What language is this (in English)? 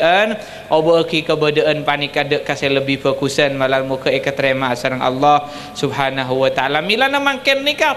Madurese